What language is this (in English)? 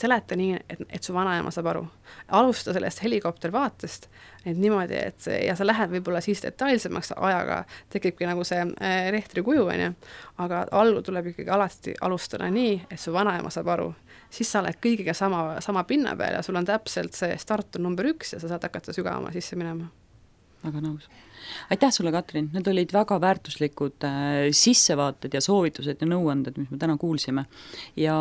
Estonian